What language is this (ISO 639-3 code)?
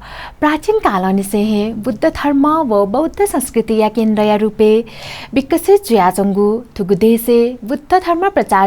new